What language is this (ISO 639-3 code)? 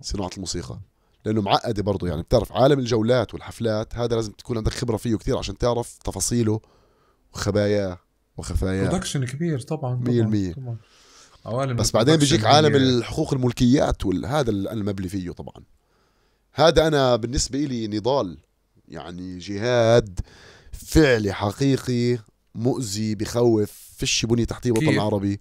apc